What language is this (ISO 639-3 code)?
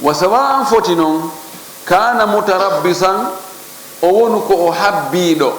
ful